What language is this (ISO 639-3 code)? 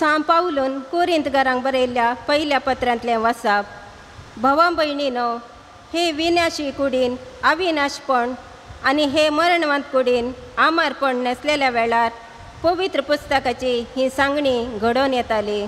kok